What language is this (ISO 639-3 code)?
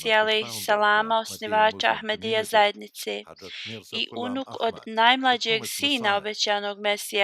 bos